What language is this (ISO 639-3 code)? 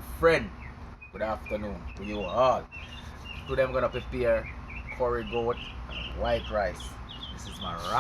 jam